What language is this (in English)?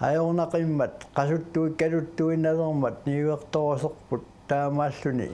Kalaallisut